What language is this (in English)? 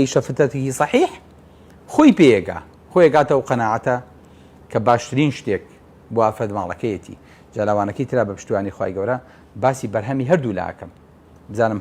Central Kurdish